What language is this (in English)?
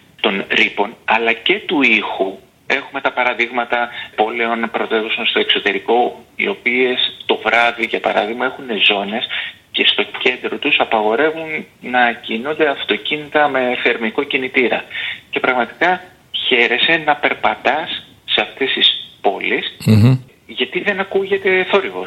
Greek